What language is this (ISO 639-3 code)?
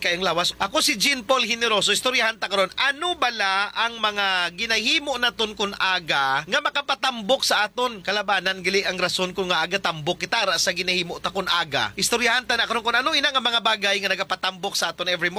hil